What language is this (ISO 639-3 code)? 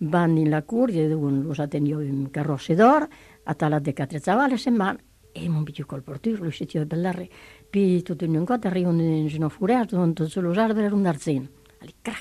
ita